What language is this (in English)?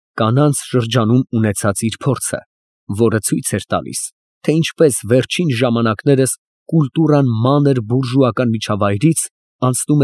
Armenian